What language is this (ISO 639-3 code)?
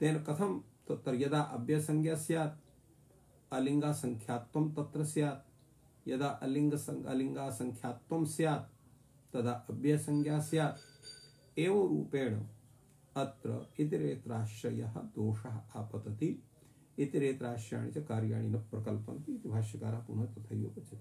san